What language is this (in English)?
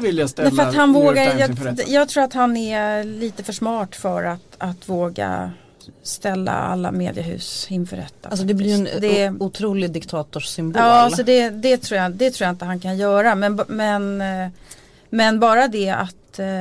Swedish